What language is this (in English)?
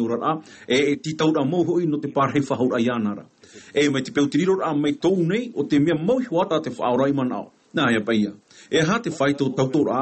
Tahitian